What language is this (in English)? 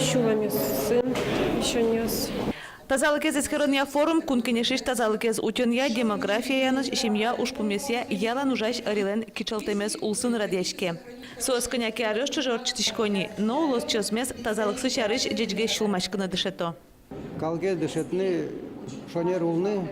Udmurt